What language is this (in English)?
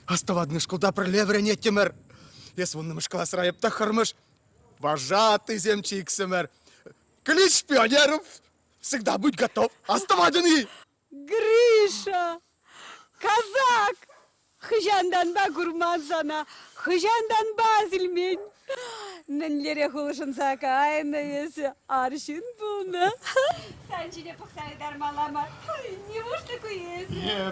Chuvash